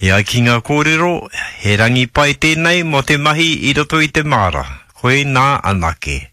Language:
Māori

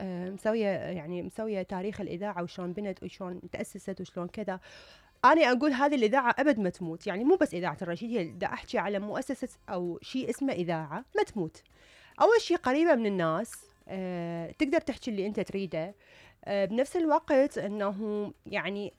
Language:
Mesopotamian Arabic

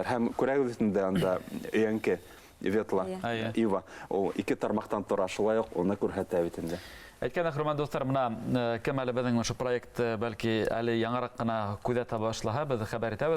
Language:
Bashkir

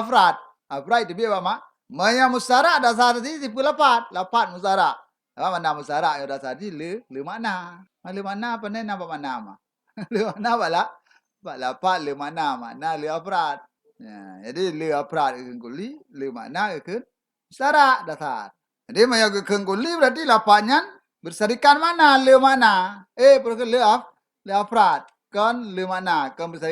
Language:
Achinese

